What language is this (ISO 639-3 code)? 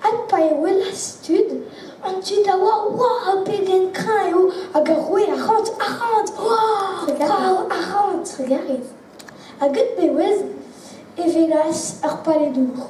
bre